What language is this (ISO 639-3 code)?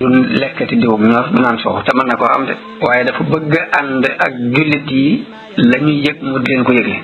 wol